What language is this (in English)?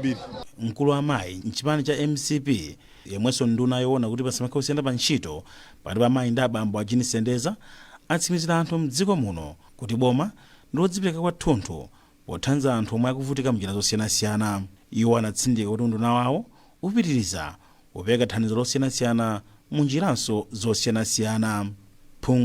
Nyanja